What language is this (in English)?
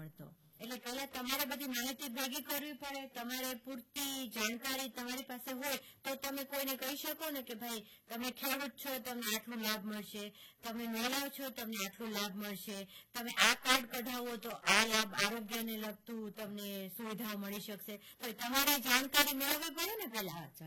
Gujarati